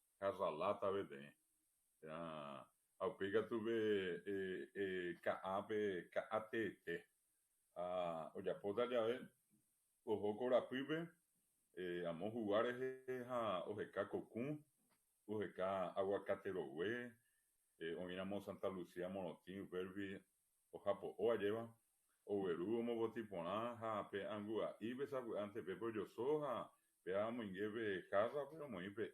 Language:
Guarani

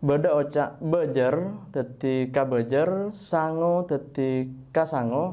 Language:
Madurese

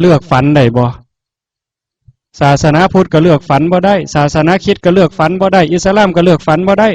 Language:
Northeastern Thai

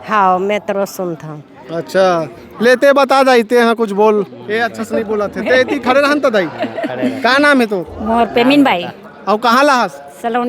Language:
Chhattisgarhi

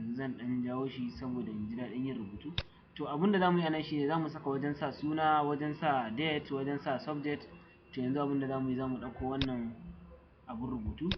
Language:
Hausa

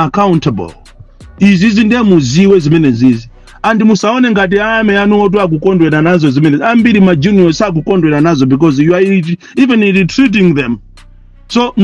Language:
Nyanja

